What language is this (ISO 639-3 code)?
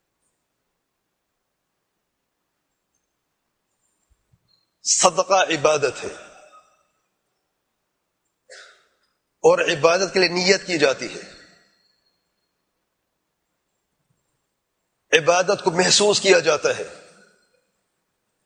urd